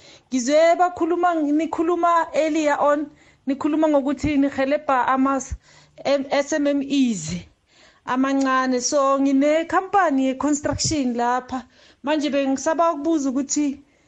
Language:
South Ndebele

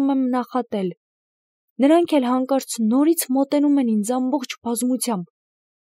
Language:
Armenian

